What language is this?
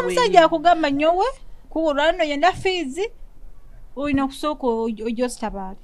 Nyoro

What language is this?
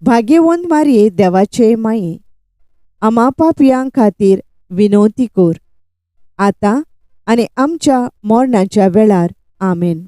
Konkani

